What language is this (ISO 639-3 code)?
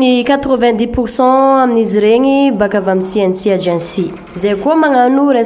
mlg